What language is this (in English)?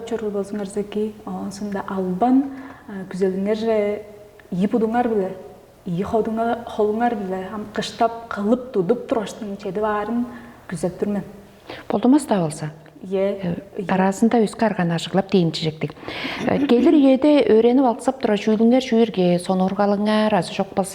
Tuvinian